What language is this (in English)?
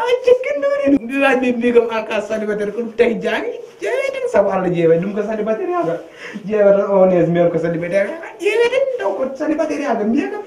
Fula